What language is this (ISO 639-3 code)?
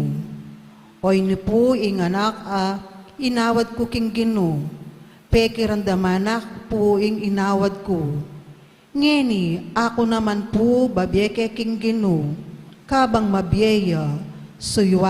pam